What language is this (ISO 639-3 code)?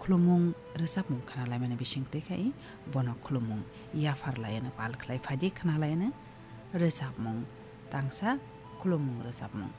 trp